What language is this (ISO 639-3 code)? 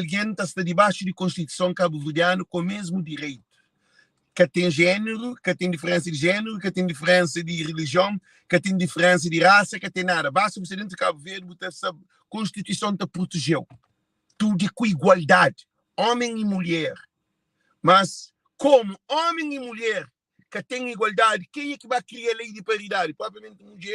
kea